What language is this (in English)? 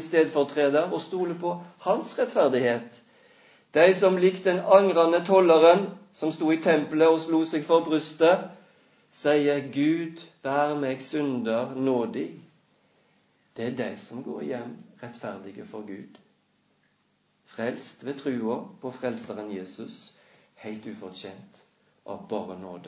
Norwegian